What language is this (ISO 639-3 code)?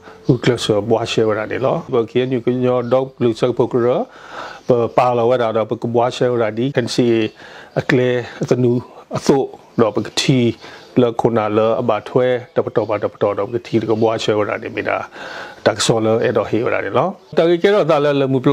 ksw